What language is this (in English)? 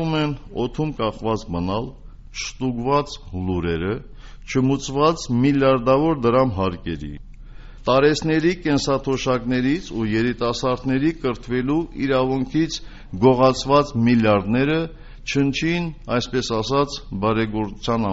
Armenian